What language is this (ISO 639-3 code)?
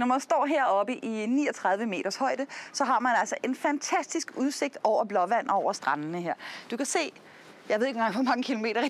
dan